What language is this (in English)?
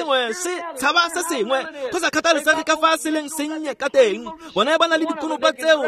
Tswana